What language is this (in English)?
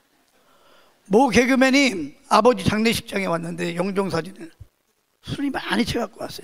Korean